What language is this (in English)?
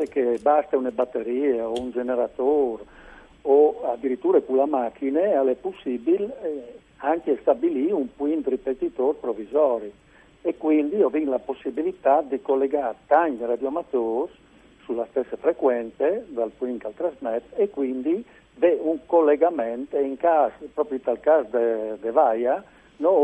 Friulian